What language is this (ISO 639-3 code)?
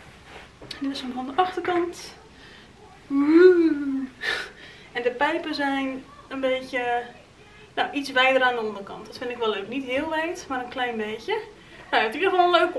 nld